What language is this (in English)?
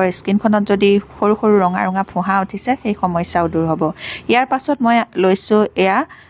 Assamese